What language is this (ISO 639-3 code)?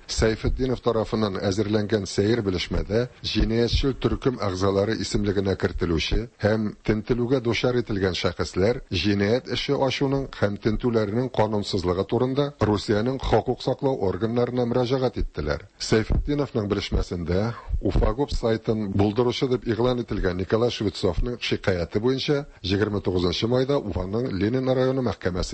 tat